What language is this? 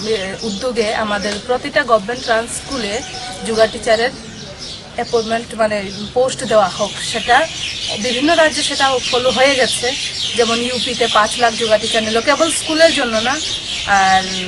Bangla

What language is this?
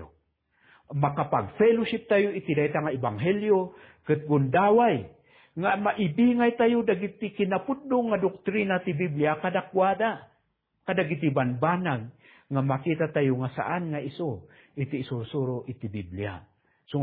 Iloko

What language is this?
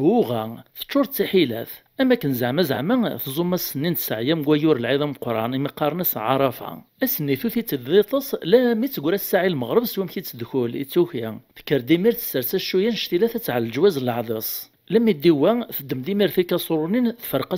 Kabyle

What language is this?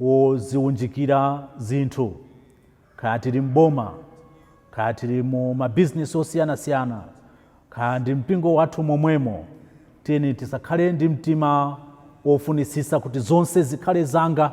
Nyanja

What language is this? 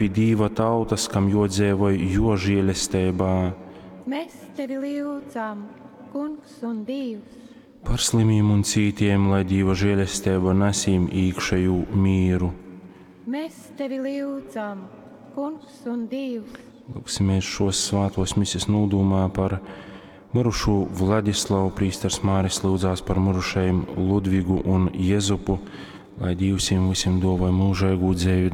Latgalian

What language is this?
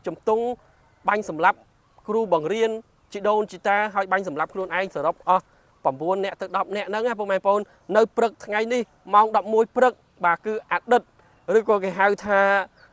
Khmer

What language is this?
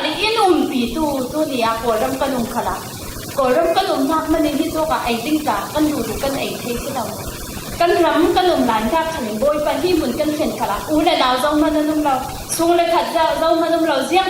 Falam Chin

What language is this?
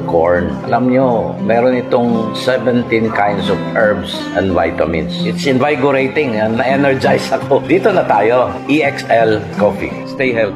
Filipino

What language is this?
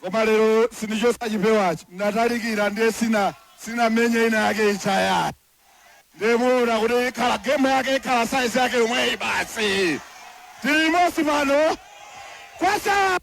Nyanja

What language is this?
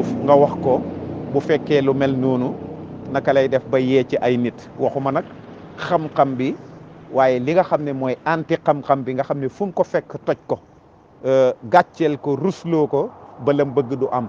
Wolof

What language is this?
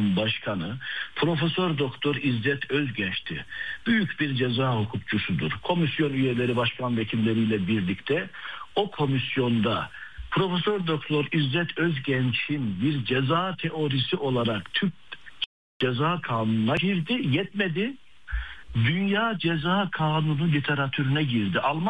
Turkish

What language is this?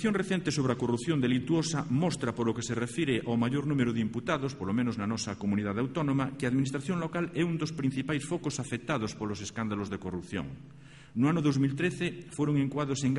Galician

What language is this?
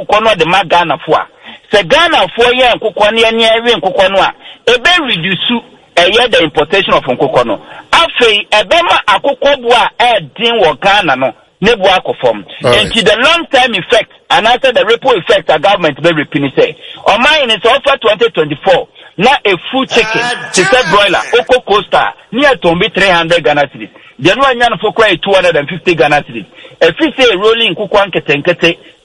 Akan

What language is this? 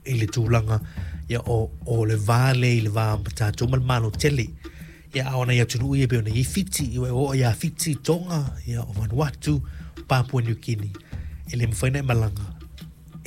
Samoan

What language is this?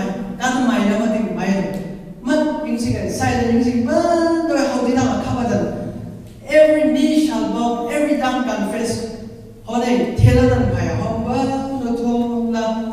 Chang Naga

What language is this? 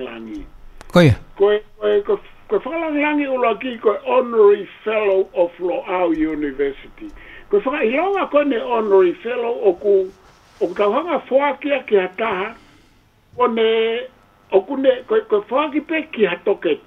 Tongan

